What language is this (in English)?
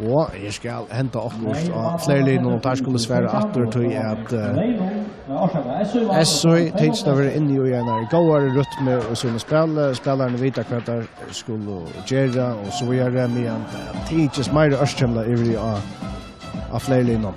Faroese